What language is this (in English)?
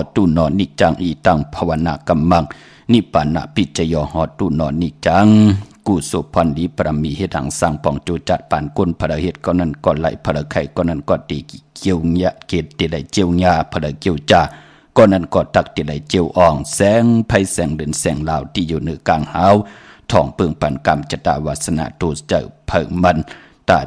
Shan